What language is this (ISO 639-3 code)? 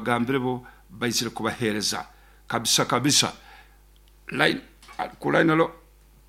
nyo